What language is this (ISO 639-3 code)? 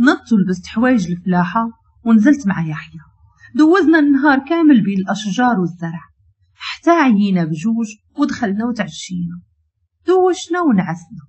ary